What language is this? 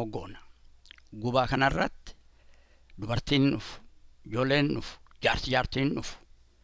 Oromo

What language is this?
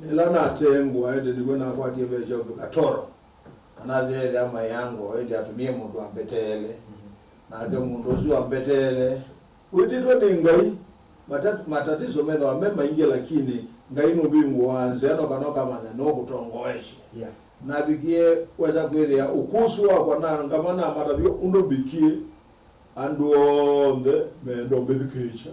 Kamba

